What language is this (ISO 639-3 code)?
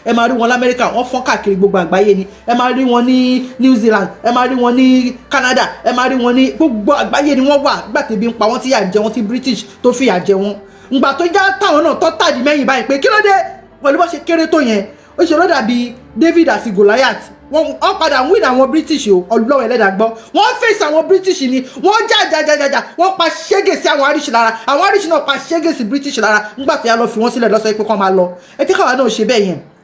yor